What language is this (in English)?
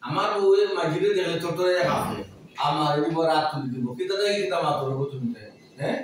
Sylheti